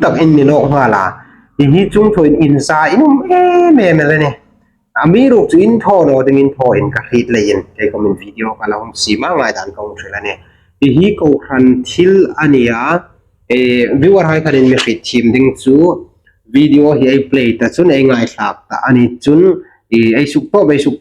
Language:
Hmar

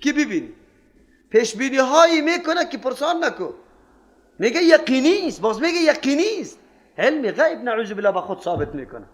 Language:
Persian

